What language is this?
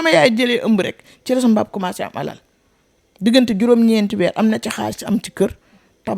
Wolof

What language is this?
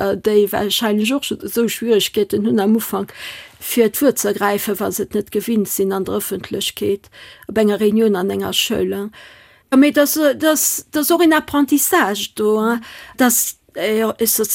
Luxembourgish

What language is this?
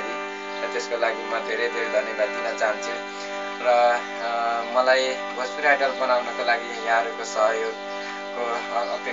Nepali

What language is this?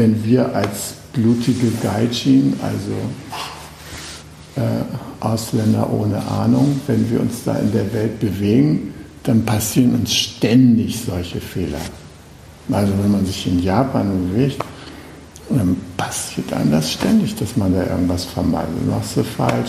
German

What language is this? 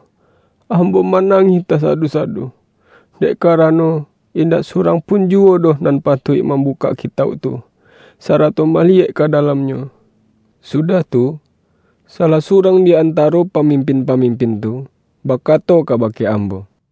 Minangkabau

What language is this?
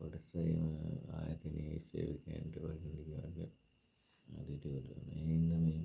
Sinhala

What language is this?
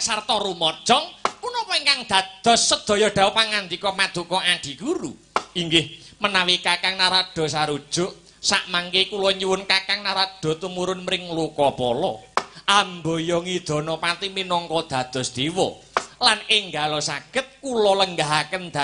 Javanese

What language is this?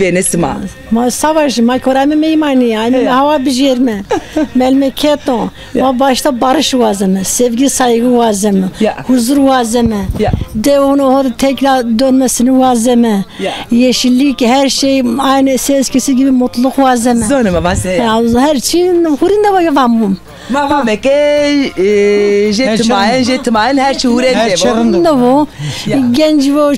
Zaza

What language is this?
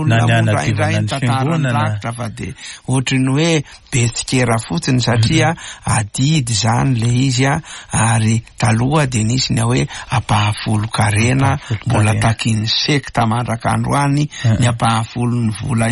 Malagasy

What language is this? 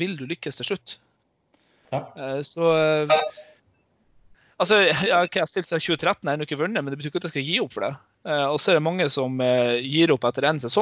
Norwegian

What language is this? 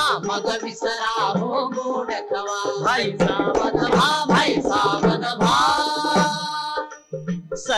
Marathi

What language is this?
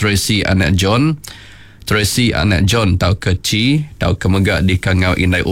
Iban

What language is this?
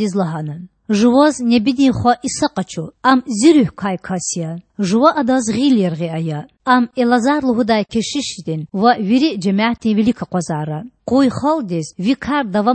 Lezghian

